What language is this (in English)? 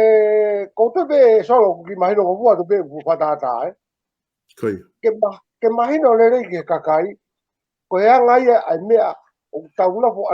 Tongan